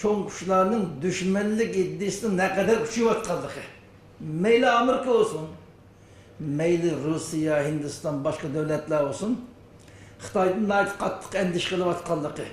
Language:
Uyghur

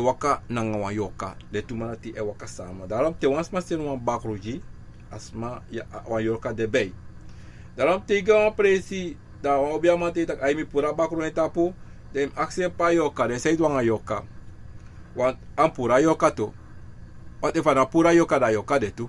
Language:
Sranan Tongo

